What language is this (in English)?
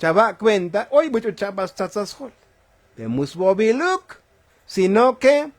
Tzotzil